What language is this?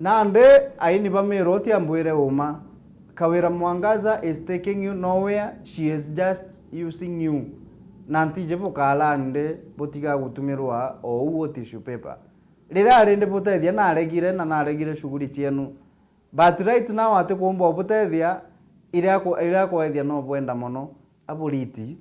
Meru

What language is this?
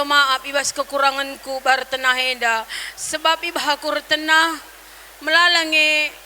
Batak Karo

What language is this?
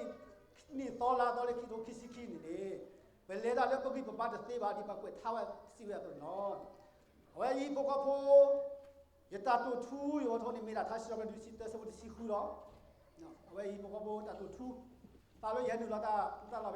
S'gaw Karen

